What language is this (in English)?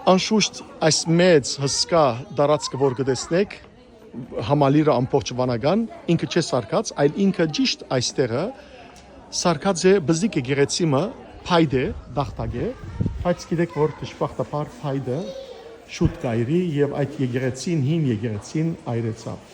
Western Armenian